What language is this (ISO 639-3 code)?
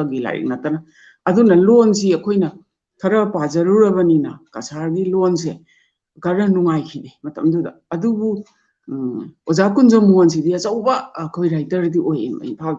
mni